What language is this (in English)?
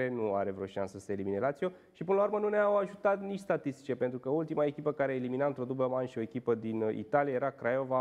Romanian